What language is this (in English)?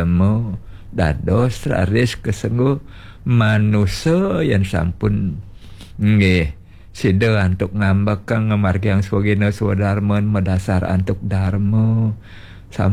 Balinese